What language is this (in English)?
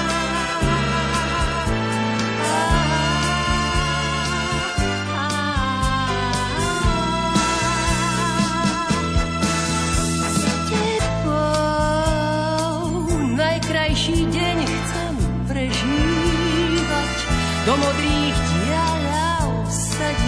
Slovak